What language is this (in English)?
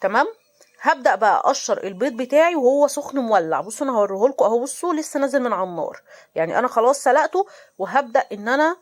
Egyptian Arabic